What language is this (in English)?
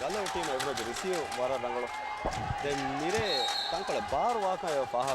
Divehi